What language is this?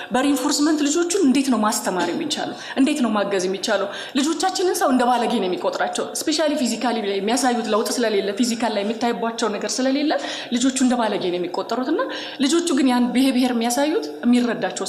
Amharic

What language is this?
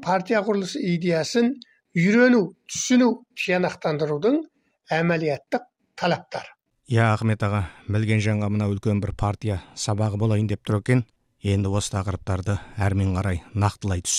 Kazakh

